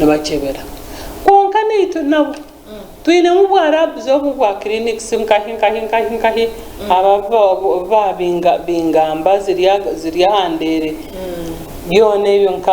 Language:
Nyankole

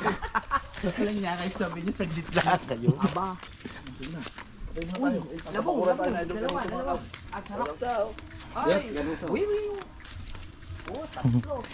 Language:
Filipino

